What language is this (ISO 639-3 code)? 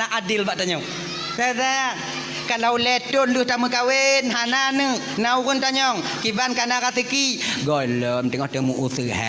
ace